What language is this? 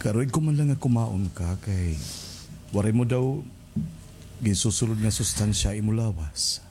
Waray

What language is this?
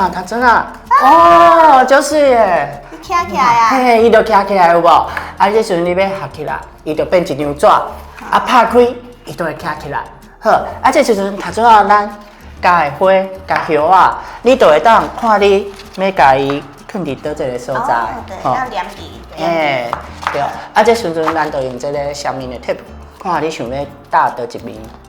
Min Nan Chinese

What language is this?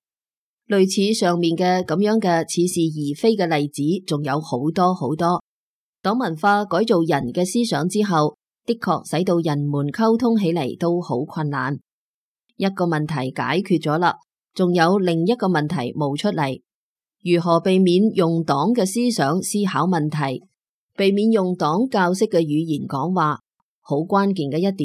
Cantonese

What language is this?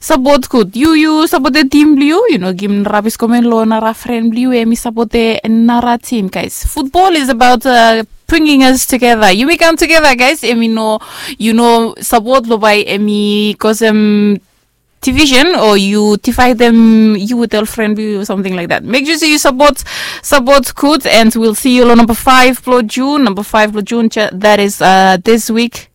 Bislama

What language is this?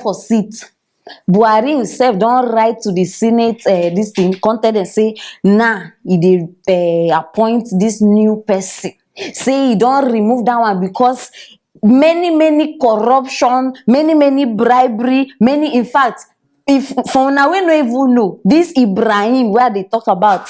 Nigerian Pidgin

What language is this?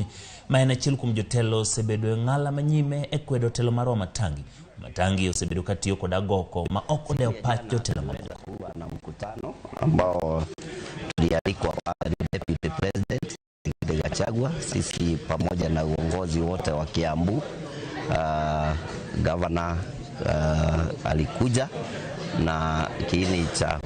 Luo (Kenya and Tanzania)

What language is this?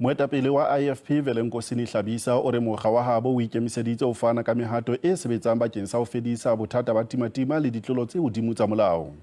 Southern Sotho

